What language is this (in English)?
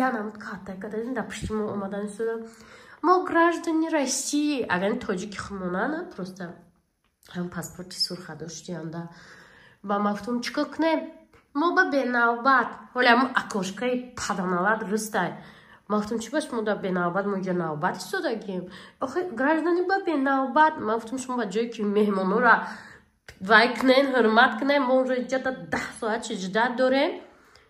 Tajik